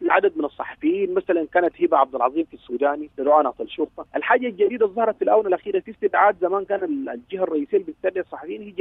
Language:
Sudanese Arabic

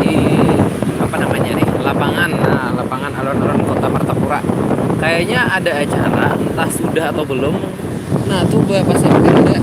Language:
Banjar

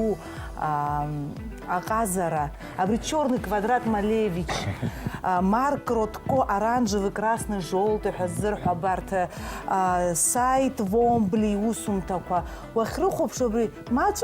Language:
Abkhazian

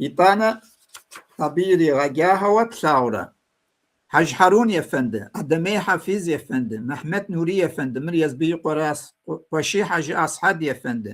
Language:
Kabardian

